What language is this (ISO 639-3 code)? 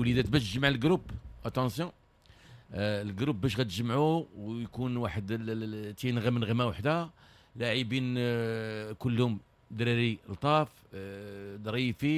ary